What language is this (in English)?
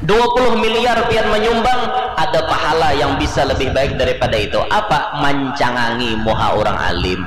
Banjar